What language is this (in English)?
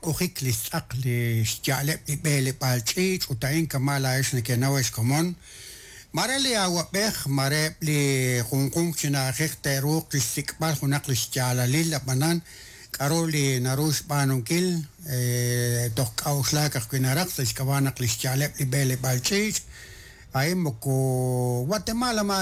Kekchí